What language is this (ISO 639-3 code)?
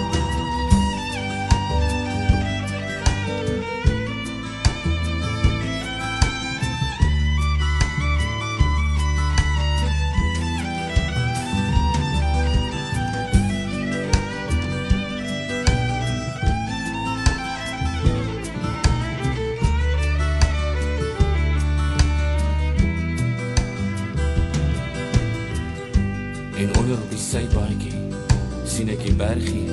afr